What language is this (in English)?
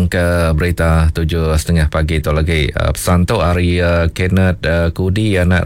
Iban